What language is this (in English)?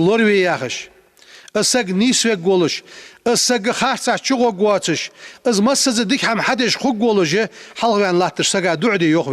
Ingush